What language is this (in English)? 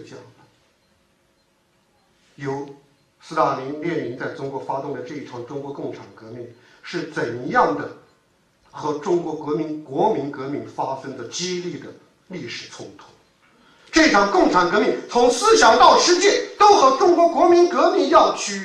Chinese